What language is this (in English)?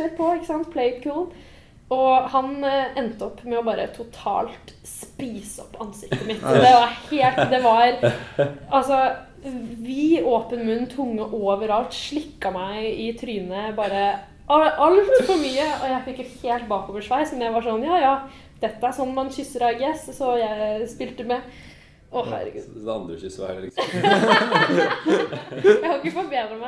Norwegian